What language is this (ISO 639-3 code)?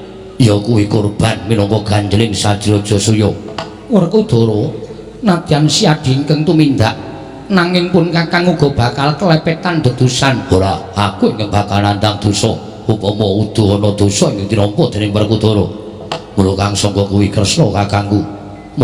jav